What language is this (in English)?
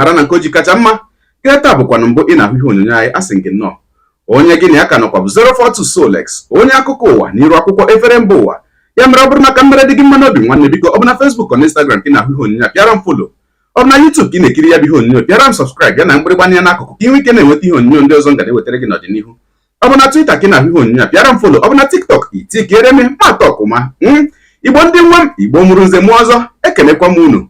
Igbo